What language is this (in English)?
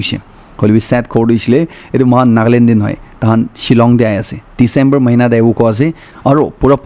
Naga Pidgin